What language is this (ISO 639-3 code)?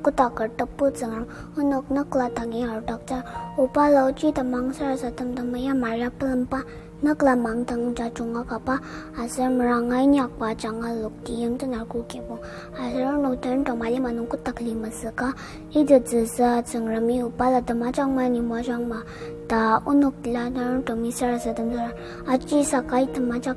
njo